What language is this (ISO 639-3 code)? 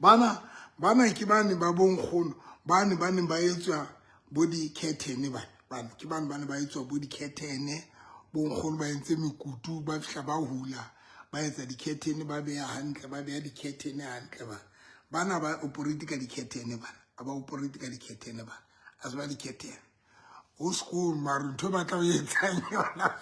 sot